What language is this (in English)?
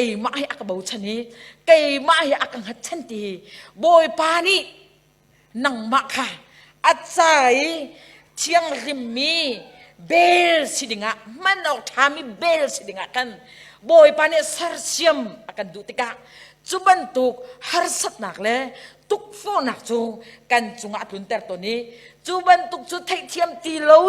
Hakha Chin